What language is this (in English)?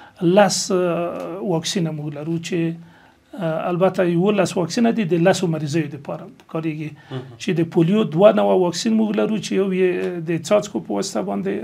Pashto